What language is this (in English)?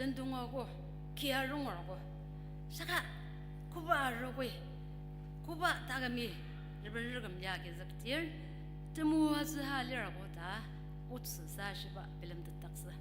Ao Naga